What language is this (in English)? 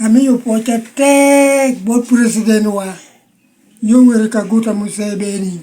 Lango (Uganda)